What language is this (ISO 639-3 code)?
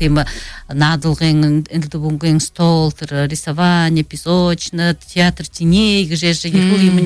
bua